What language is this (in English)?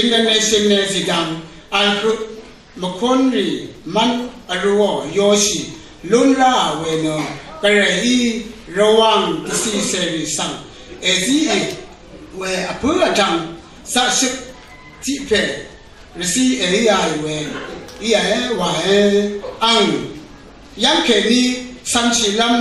Rawang